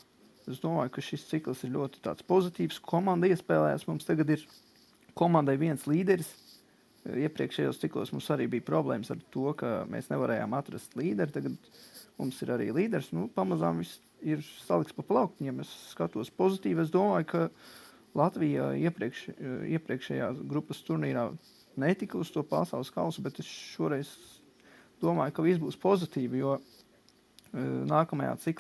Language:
Latvian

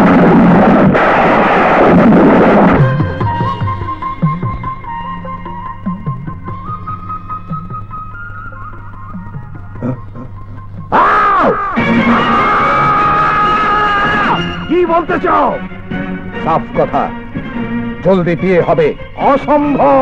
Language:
Bangla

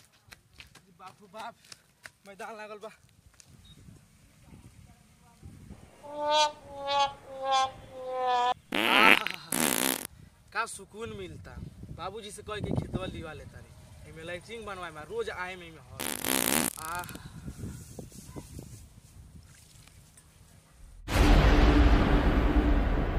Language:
Bhojpuri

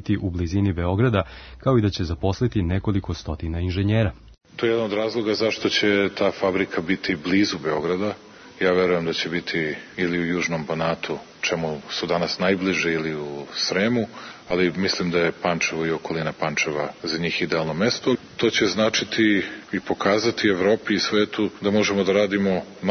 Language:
Serbian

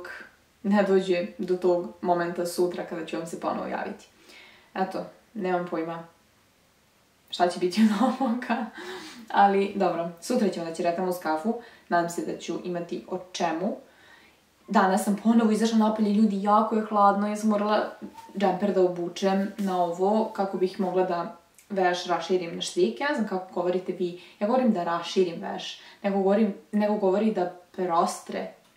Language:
Serbian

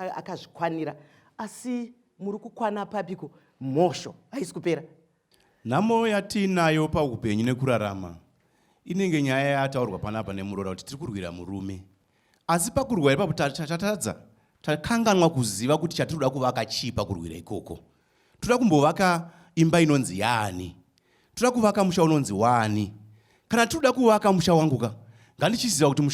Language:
Shona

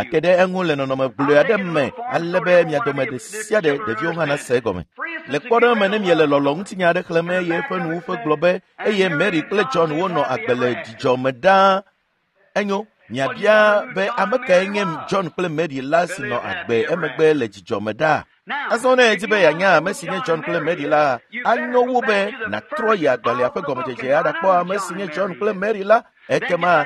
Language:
Ewe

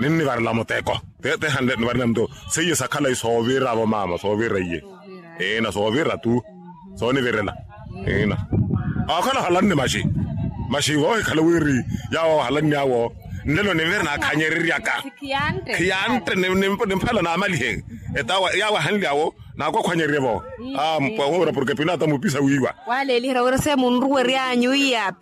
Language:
Makhuwa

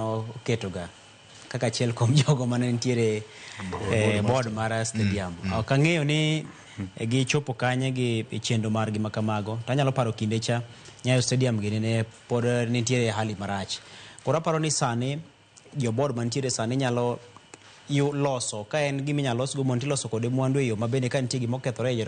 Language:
Luo (Kenya and Tanzania)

